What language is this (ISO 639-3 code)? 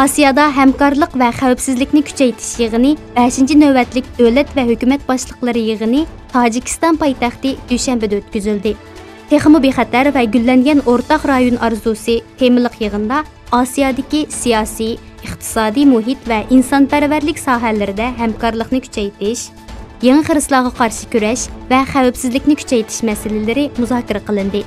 uig